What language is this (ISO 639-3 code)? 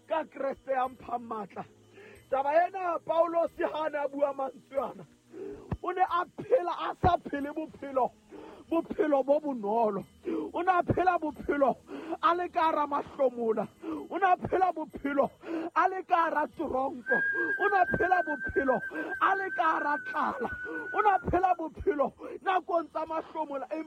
sot